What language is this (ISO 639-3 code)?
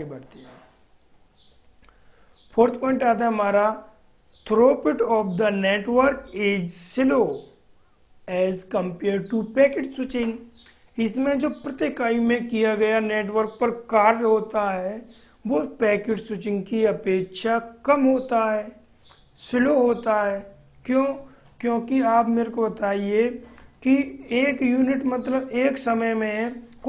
hin